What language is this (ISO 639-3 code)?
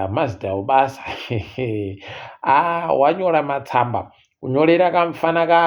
ndc